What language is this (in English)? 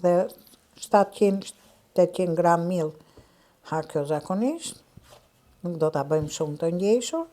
Albanian